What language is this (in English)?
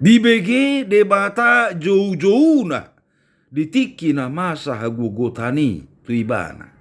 Batak Toba